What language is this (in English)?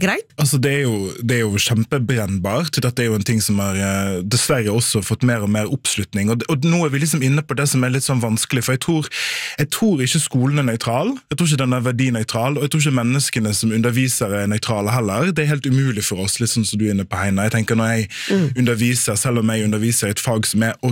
Norwegian